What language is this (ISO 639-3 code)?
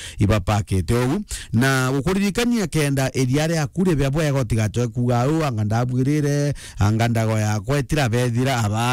mer